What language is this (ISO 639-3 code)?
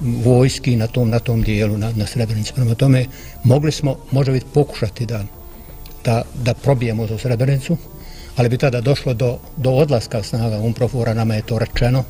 bos